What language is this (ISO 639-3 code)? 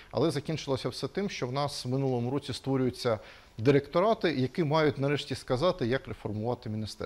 ukr